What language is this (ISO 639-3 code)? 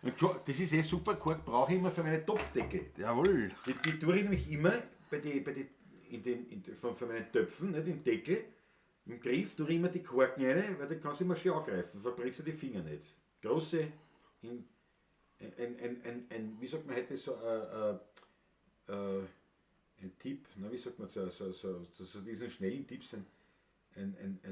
bar